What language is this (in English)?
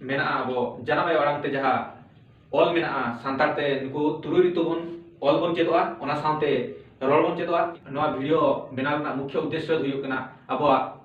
Santali